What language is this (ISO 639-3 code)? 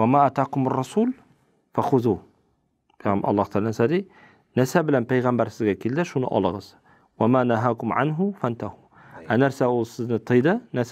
tat